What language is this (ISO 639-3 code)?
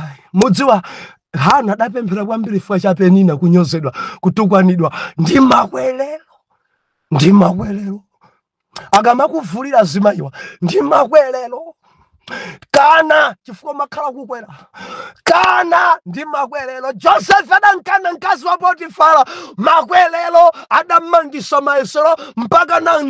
nya